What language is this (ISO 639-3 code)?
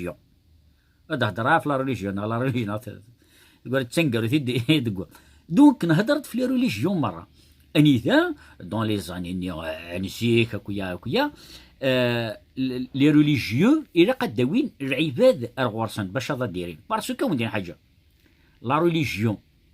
kab